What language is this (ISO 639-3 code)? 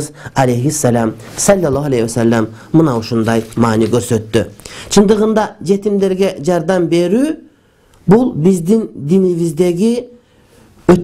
kir